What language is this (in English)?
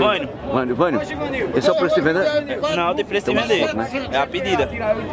Portuguese